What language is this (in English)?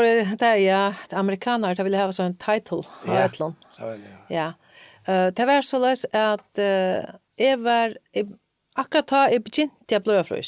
Faroese